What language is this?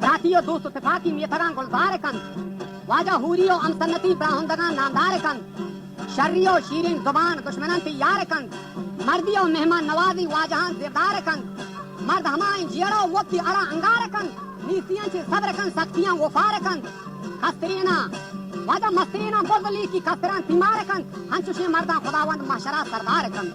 Baluchi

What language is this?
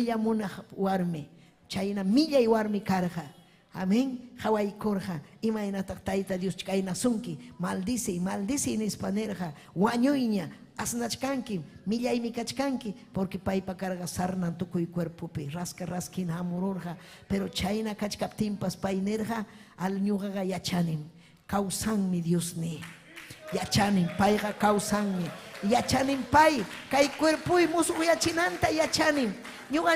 Ayacucho Quechua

